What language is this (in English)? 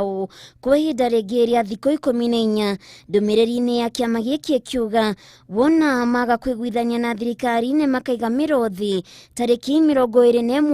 Kikuyu